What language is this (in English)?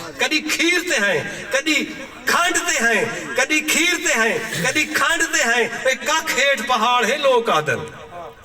Saraiki